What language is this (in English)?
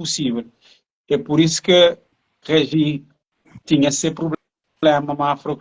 Kabuverdianu